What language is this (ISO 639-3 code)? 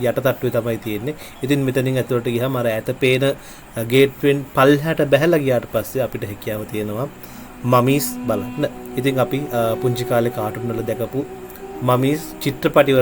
sin